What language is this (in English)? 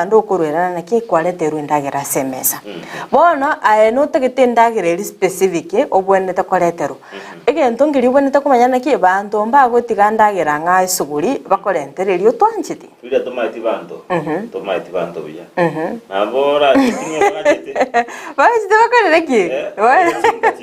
Gusii